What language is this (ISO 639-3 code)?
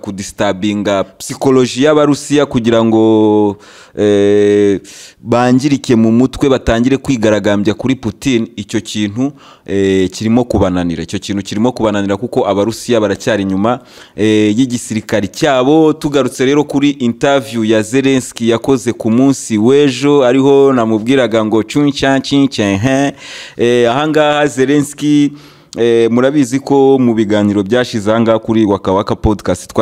kin